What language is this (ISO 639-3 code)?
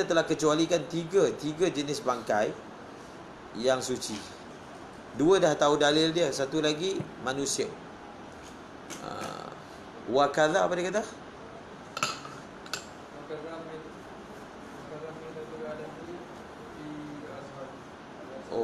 msa